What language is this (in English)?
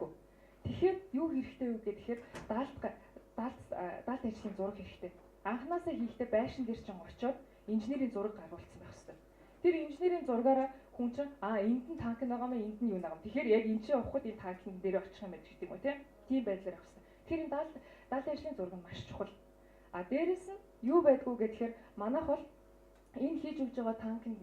Mongolian